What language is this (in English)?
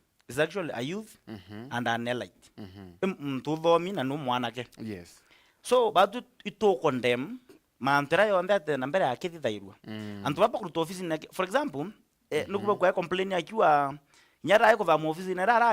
Meru